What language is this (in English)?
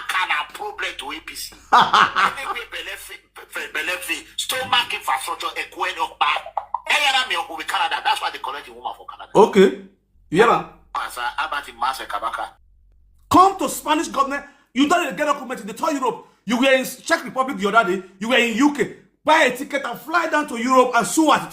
Nigerian Pidgin